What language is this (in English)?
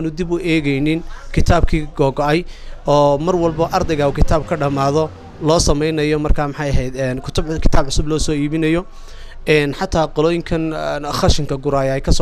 Somali